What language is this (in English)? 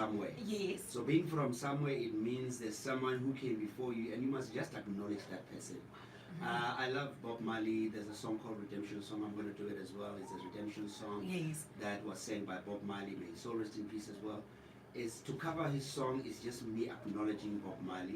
Tsonga